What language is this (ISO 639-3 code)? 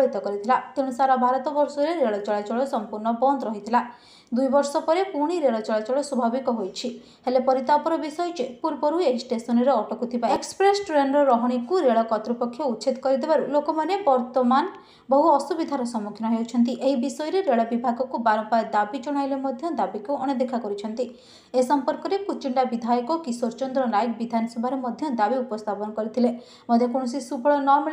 ori